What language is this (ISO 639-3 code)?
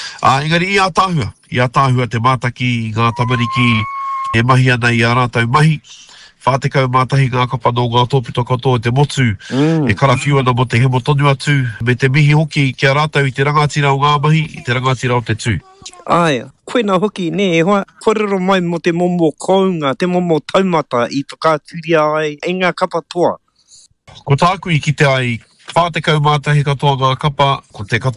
mri